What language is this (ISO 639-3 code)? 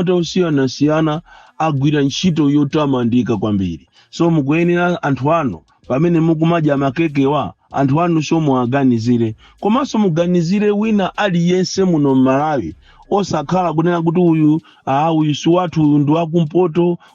nya